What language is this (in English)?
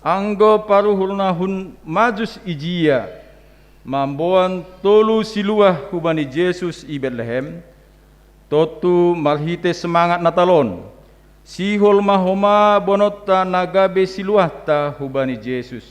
Batak Simalungun